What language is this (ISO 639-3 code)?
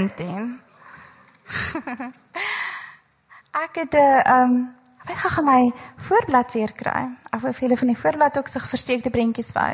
afr